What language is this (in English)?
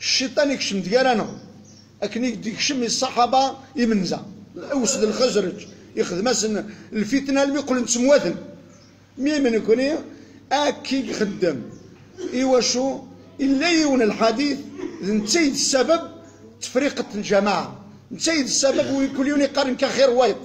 Kabyle